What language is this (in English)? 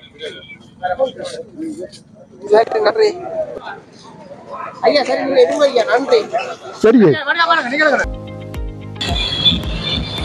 Tamil